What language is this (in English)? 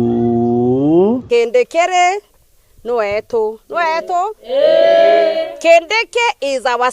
Meru